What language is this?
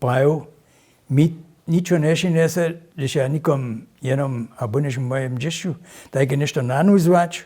Upper Sorbian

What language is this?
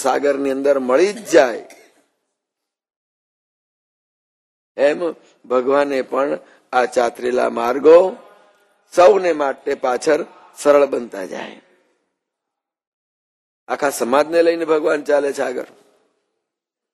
Gujarati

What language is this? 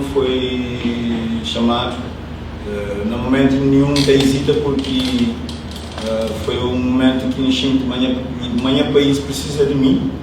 Kabuverdianu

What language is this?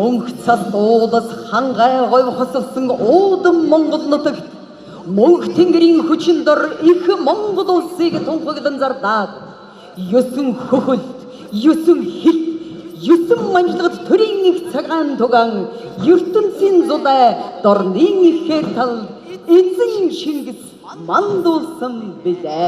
Mongolian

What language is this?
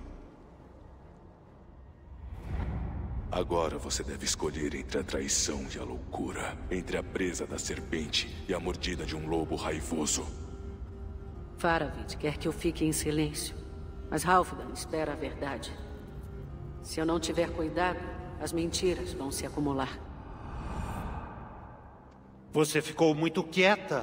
Portuguese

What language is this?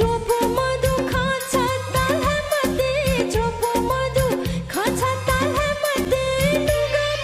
Newari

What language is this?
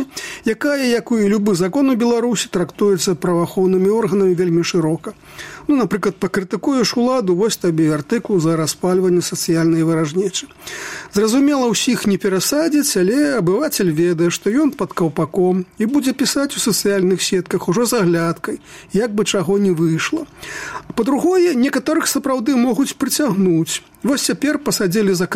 Belarusian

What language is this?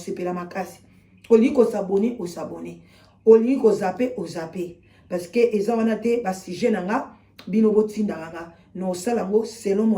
Lingala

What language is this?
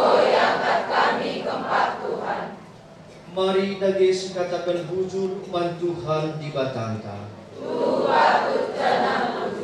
Batak Karo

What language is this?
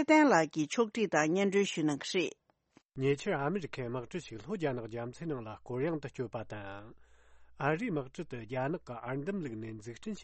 Tibetan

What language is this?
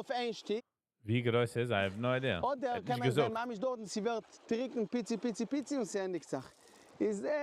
Yiddish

